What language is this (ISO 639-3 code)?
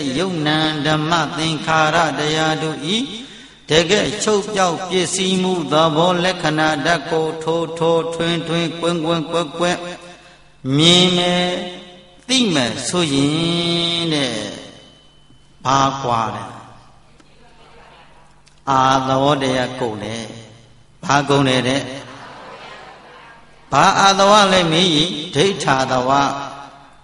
mya